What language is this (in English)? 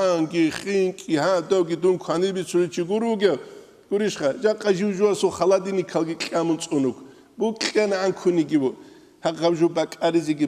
Avaric